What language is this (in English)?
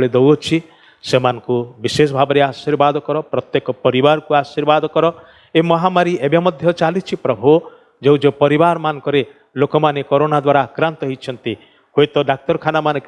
Odia